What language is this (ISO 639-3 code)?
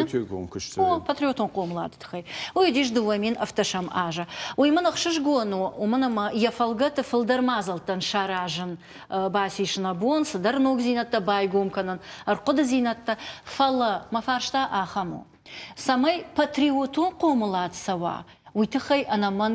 oss